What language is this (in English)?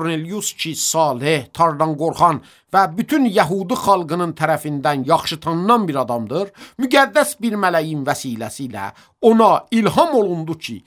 Azerbaijani